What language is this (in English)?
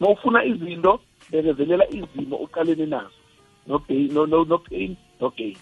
South Ndebele